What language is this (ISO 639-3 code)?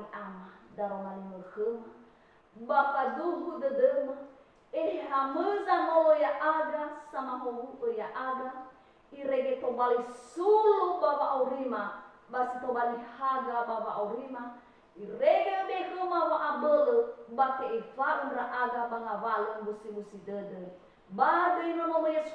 nia